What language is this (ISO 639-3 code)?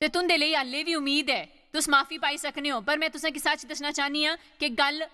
doi